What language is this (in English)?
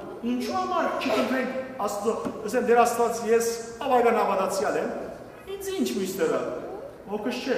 Western Armenian